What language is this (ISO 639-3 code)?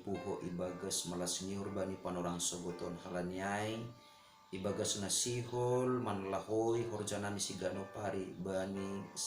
bts